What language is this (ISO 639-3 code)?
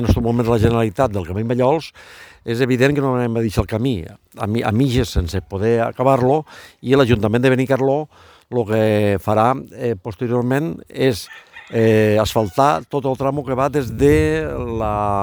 cat